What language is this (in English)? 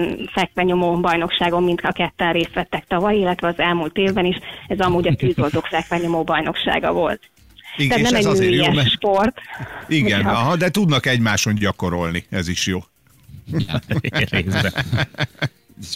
Hungarian